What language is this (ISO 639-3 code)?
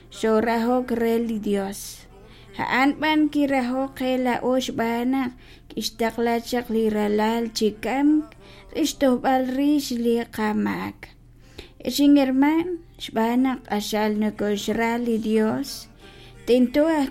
kek